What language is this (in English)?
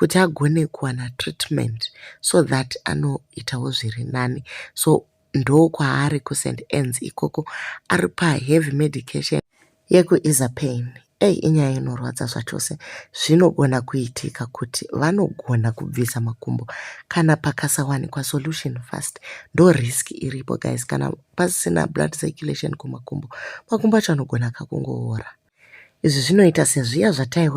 Shona